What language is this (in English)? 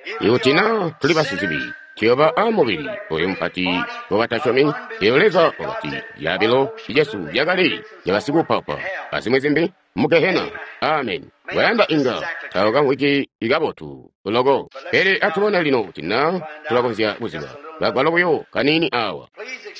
Tonga (Zambia)